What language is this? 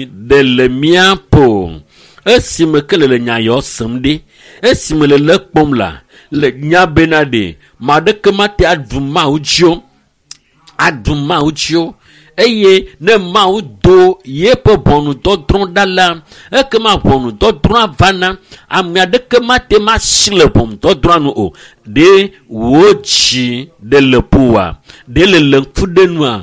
Ewe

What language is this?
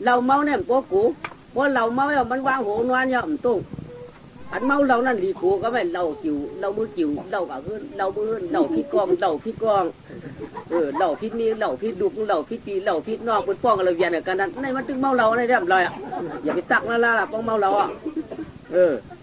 Shan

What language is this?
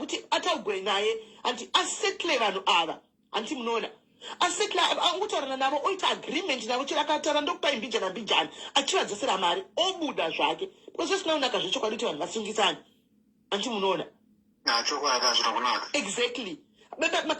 Shona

